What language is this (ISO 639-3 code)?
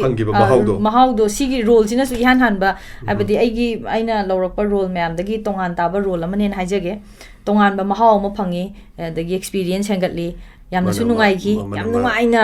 mni